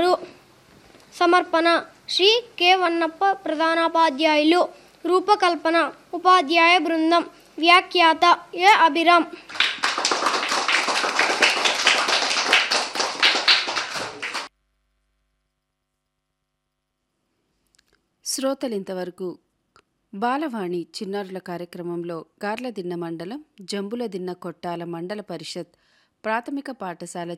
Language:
Telugu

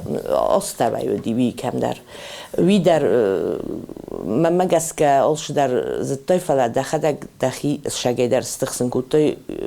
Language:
Ossetic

